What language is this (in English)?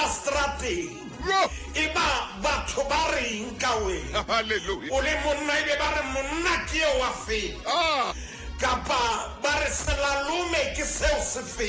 Southern Sotho